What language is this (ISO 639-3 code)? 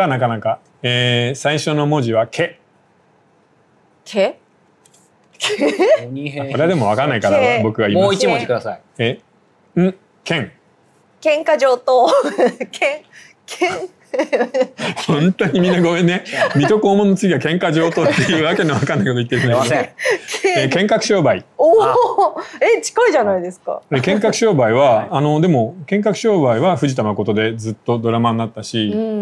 jpn